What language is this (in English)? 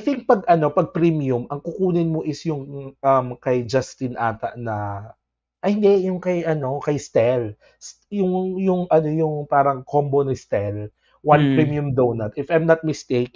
Filipino